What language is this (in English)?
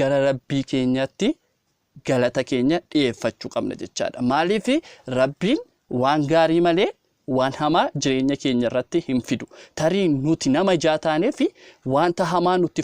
Oromo